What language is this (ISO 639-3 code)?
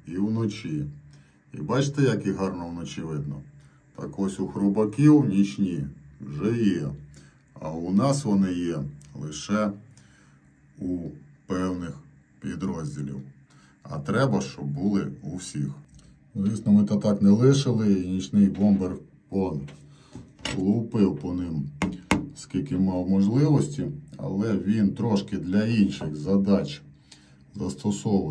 ukr